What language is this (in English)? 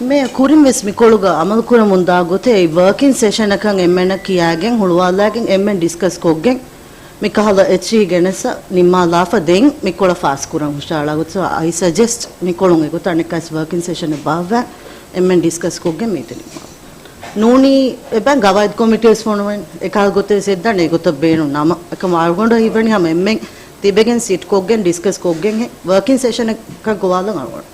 Divehi